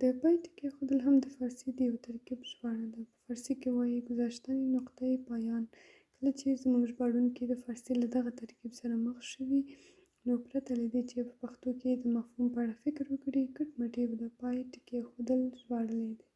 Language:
Pashto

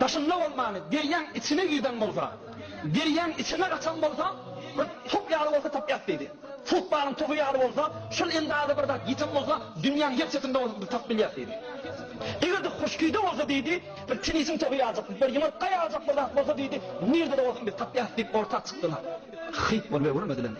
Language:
Turkmen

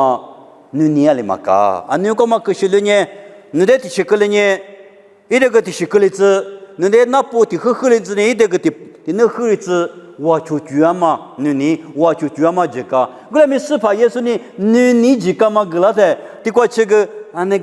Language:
Lisu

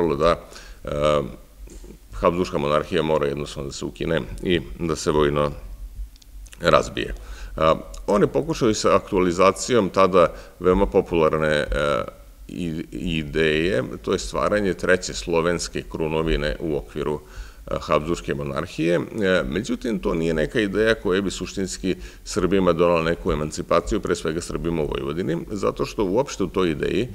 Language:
Serbian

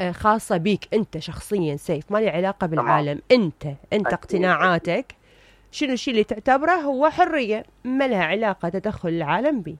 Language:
Mesopotamian Arabic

